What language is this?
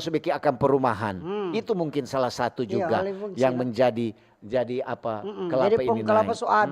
Manado Malay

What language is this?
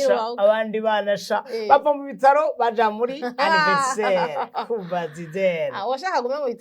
Rundi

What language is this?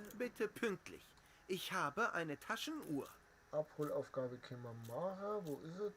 Bavarian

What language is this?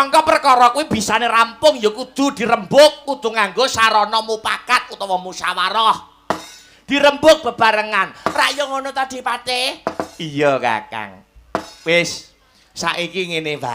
Javanese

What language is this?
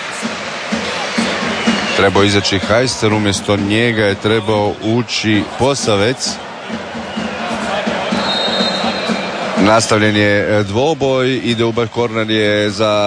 Croatian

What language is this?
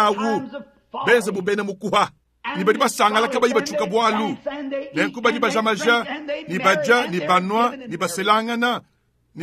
Luba-Lulua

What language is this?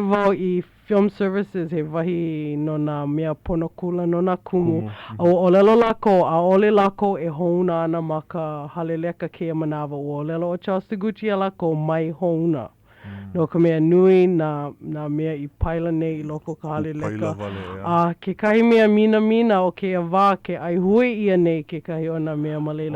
Hawaiian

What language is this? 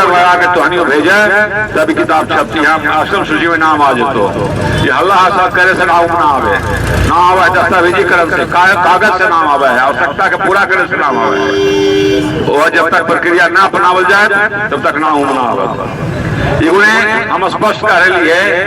Magahi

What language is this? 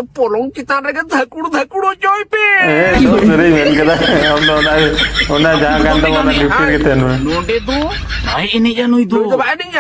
Santali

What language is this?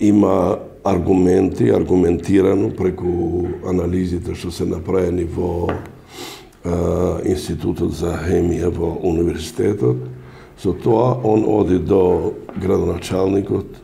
Macedonian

